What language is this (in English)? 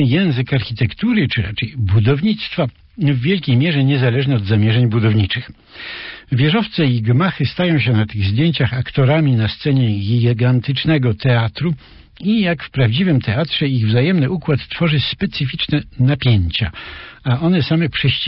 Polish